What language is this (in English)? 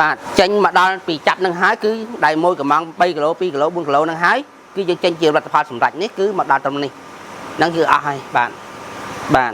Khmer